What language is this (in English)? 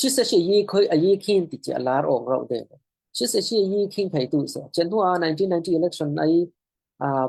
Falam Chin